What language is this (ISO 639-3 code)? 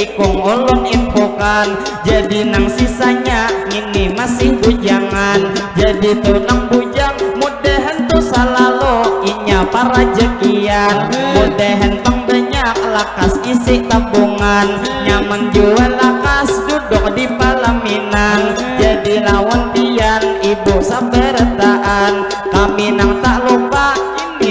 bjn